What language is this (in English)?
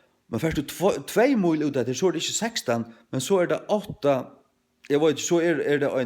Faroese